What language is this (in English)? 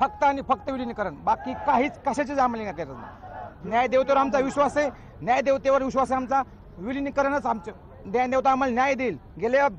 Marathi